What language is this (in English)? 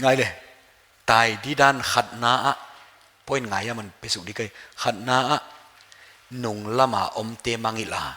Paite Chin